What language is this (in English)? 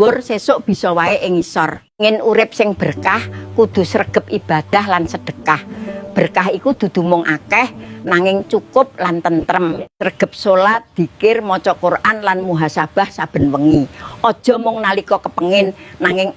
Javanese